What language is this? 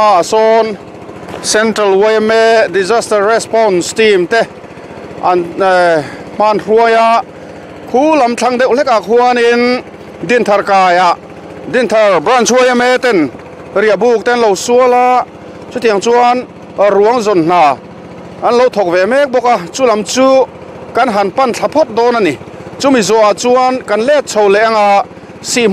Mizo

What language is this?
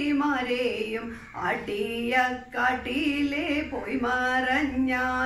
Malayalam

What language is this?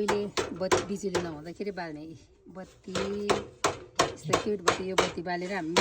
Nepali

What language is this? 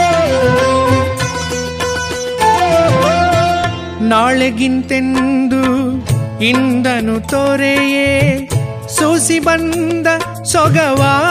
Kannada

